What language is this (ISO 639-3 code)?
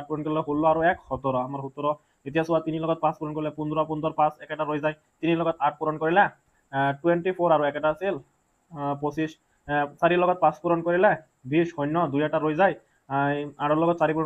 asm